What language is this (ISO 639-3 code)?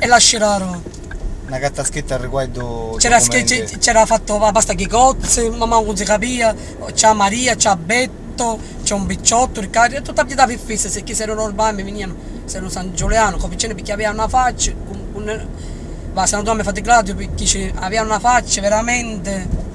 scn